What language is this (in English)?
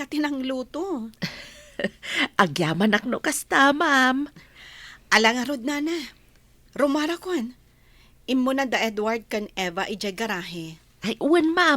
Iloko